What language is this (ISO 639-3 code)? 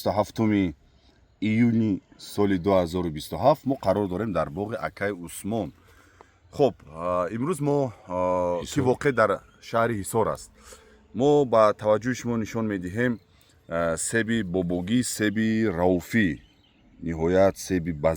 tgk